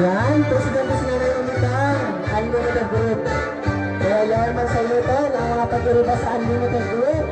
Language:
Bikol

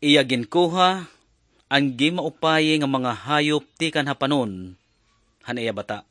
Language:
Waray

